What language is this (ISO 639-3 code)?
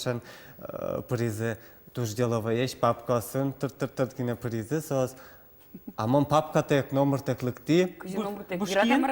udm